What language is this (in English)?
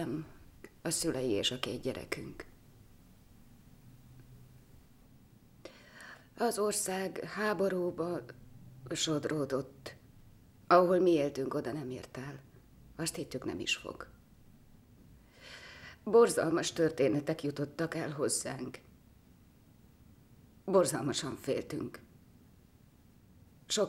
Hungarian